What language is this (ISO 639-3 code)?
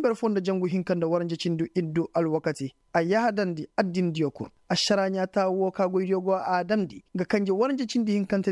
ses